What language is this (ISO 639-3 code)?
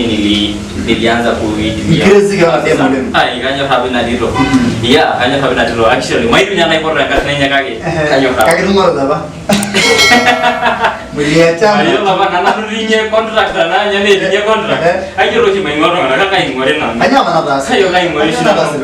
mas